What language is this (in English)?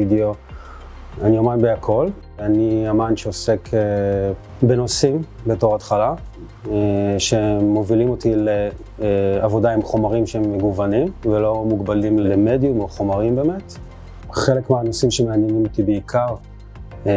Hebrew